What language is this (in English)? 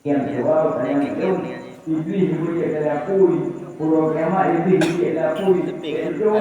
Achinese